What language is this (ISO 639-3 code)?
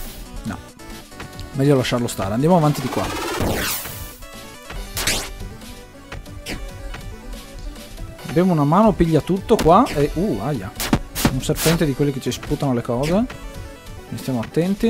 ita